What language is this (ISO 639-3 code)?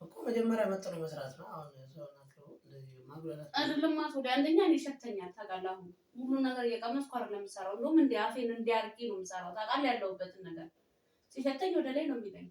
amh